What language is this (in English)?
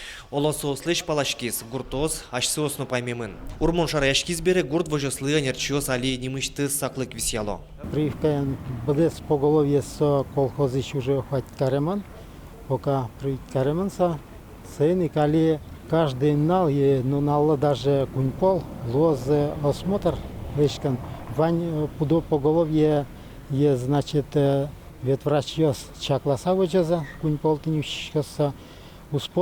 Udmurt